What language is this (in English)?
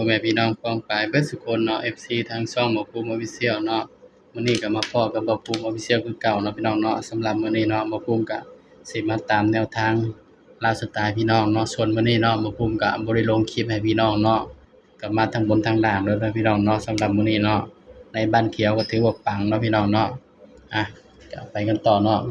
Northeastern Thai